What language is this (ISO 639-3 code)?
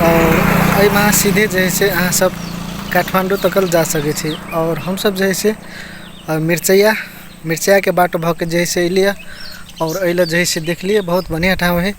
mai